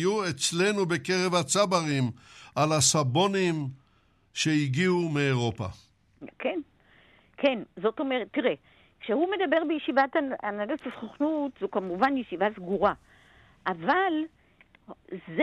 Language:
Hebrew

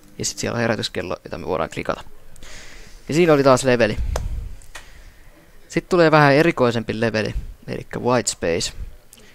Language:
Finnish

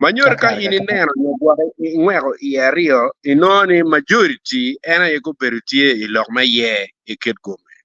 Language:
Acoli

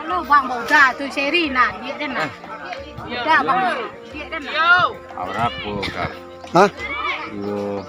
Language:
Minangkabau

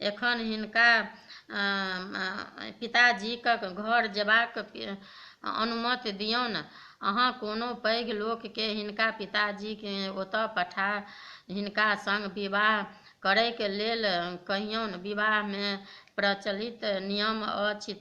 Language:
Maithili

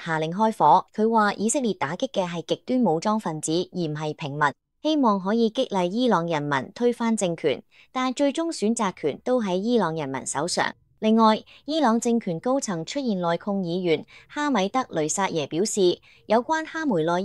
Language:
Cantonese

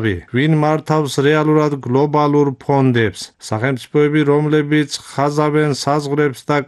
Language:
Georgian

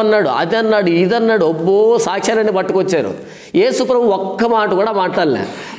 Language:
Telugu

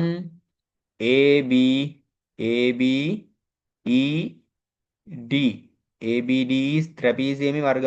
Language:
Sinhala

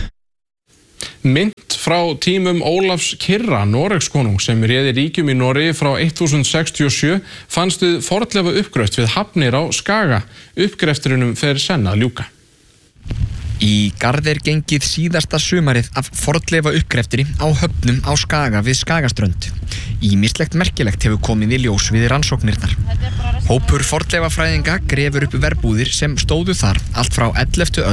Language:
Icelandic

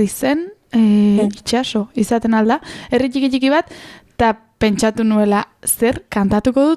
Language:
Basque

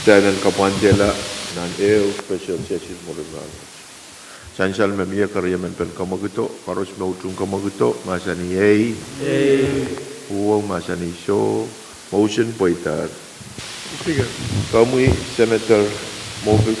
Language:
Pohnpeian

